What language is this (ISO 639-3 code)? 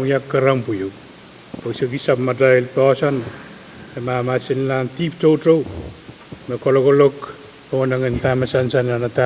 pon